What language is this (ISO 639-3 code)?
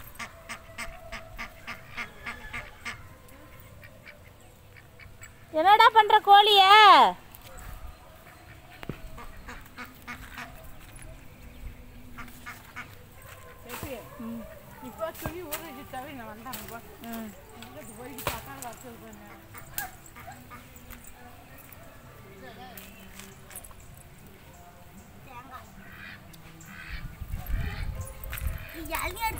tam